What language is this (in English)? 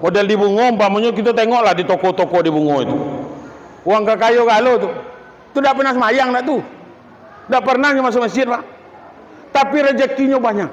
Minangkabau